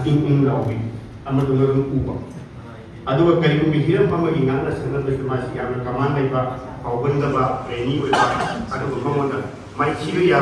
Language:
Manipuri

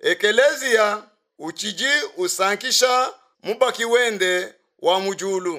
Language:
Luba-Lulua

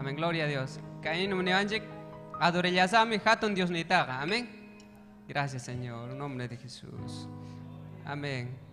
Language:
Ayacucho Quechua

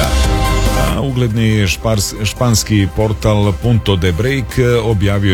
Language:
Serbian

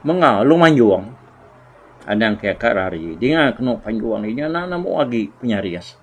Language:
Iban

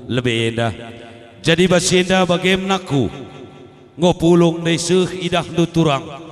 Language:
Batak Karo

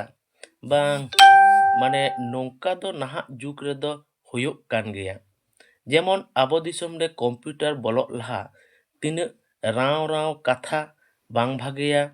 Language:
Santali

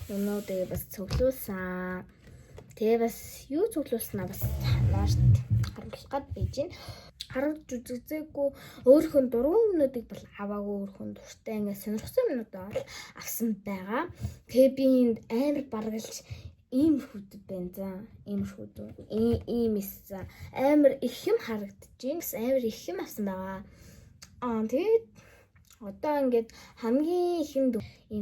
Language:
Mongolian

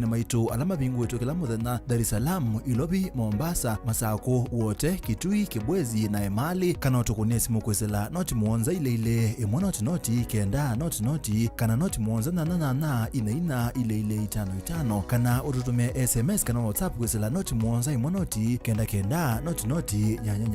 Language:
Kamba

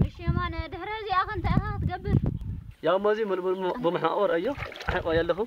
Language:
Tigrinya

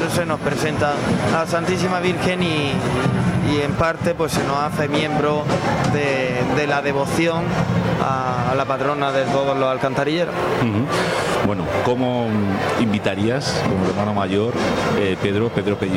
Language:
Spanish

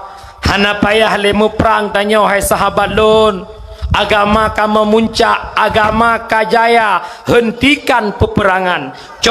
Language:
Achinese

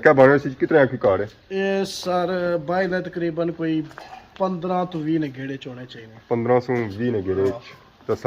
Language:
Pahari-Potwari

